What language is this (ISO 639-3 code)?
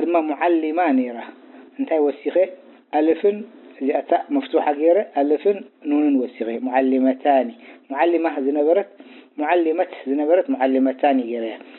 tir